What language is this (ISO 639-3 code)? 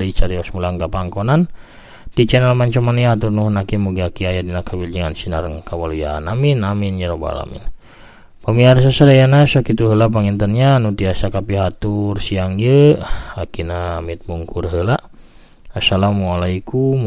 sun